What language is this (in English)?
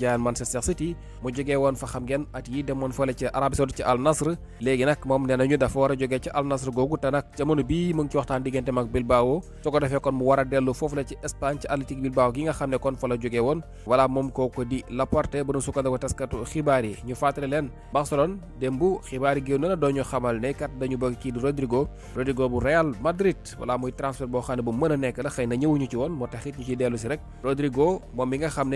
Wolof